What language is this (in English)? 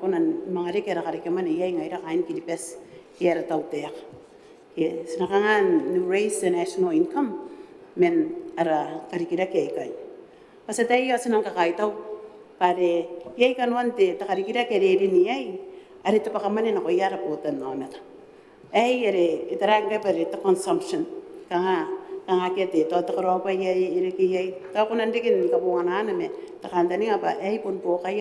Gilbertese